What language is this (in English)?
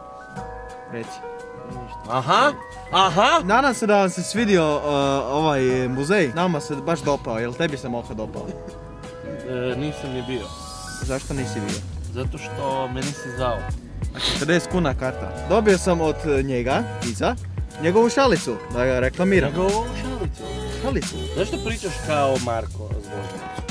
Croatian